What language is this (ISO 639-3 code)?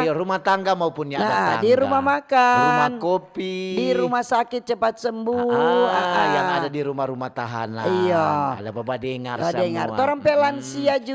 xmm